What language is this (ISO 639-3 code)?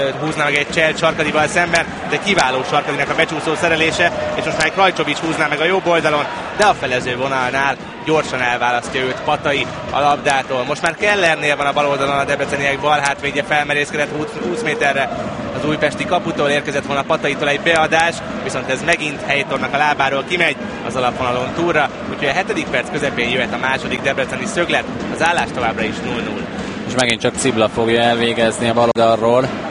hun